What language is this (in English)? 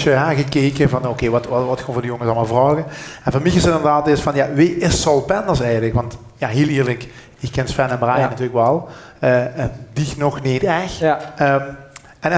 Limburgish